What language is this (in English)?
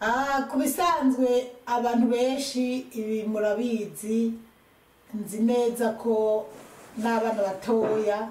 Rundi